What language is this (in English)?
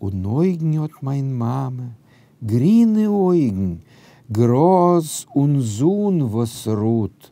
Yiddish